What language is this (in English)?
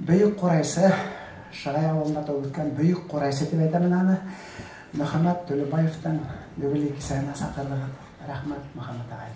Bashkir